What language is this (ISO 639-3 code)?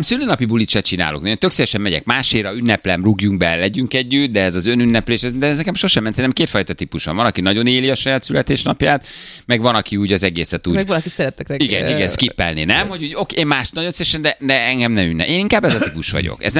hun